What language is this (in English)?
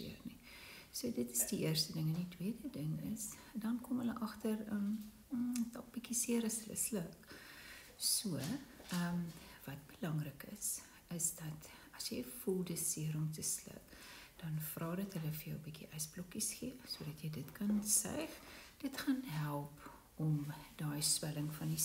Afrikaans